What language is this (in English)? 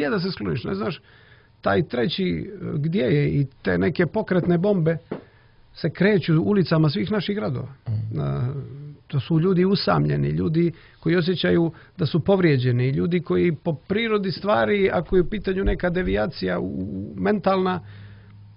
Serbian